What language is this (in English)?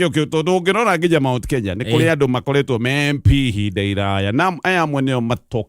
Kikuyu